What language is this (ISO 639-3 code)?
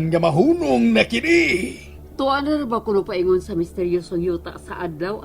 ceb